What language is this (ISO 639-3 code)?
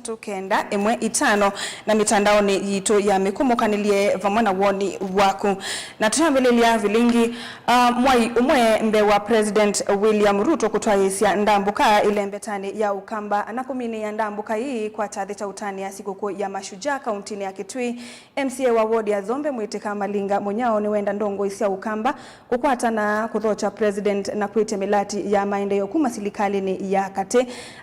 kam